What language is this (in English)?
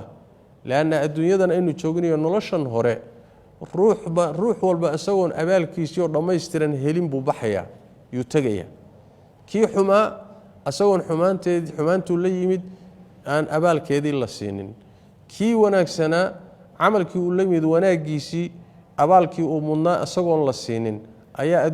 Somali